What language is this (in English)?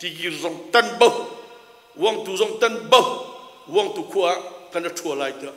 Hakha Chin